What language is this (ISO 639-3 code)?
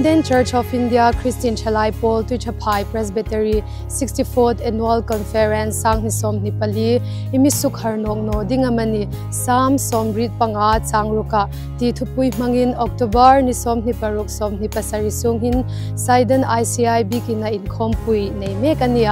hmr